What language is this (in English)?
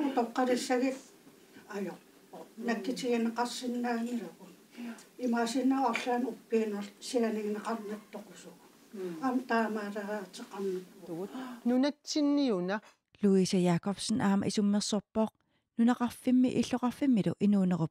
Kalaallisut